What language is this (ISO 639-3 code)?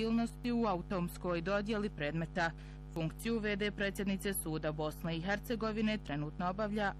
bos